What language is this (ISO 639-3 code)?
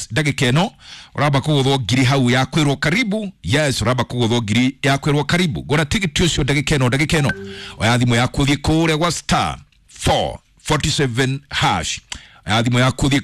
kik